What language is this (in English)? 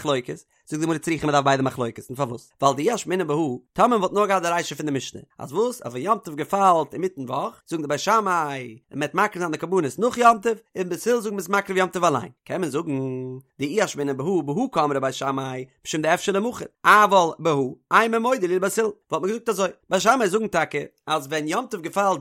Yiddish